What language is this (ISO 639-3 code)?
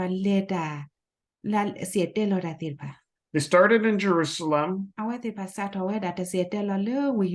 ksw